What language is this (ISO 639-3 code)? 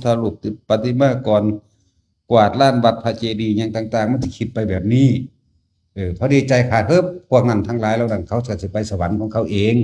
tts